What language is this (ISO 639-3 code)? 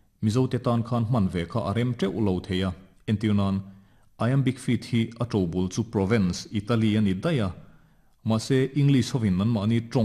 lus